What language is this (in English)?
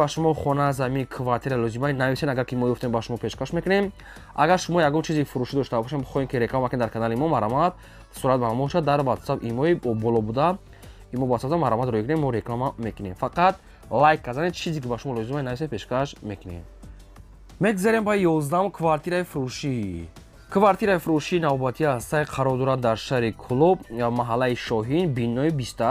Tajik